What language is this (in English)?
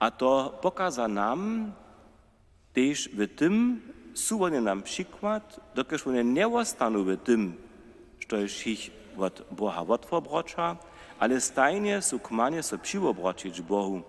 Upper Sorbian